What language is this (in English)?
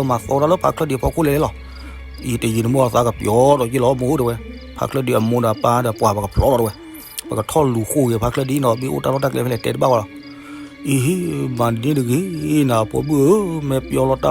S'gaw Karen